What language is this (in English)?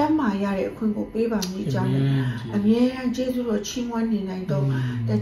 Burmese